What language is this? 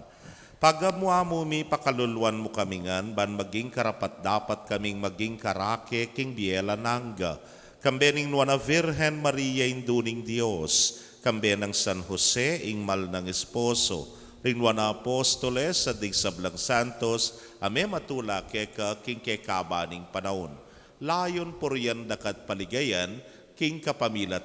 Pampanga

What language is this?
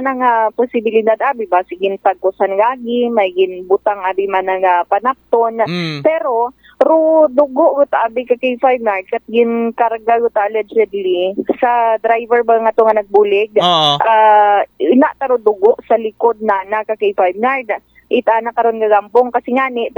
Aklanon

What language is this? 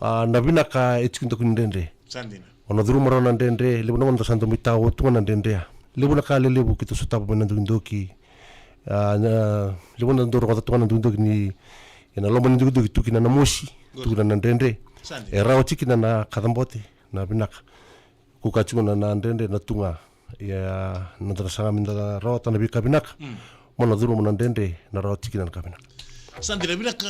Fijian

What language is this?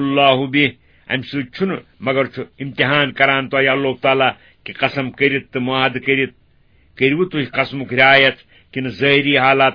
Kashmiri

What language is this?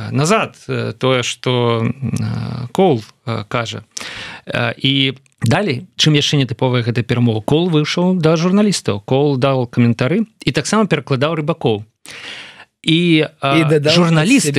Belarusian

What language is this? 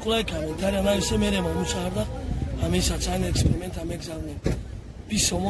Tajik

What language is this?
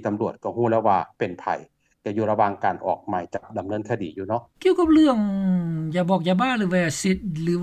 Lao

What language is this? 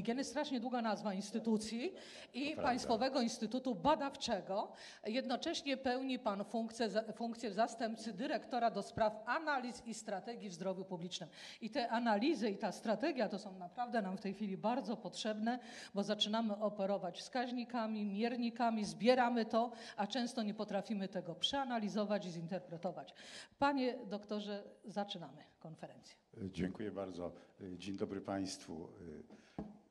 Polish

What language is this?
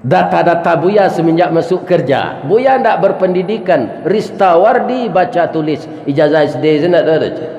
Minangkabau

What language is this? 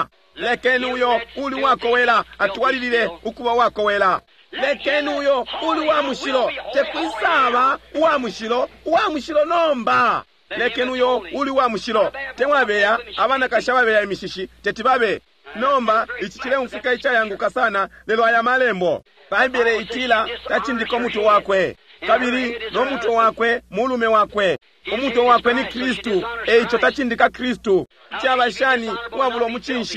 Bemba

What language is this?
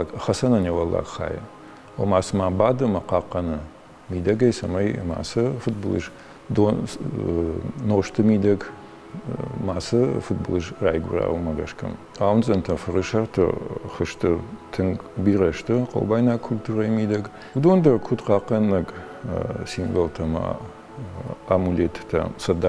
Ossetic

